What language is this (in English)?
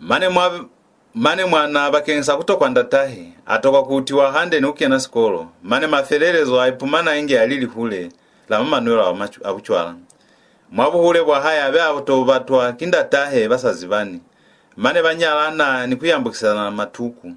Lozi